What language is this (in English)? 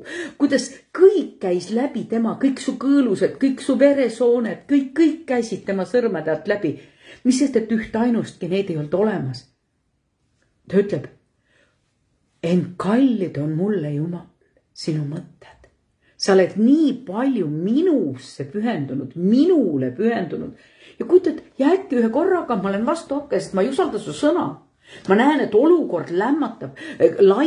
Estonian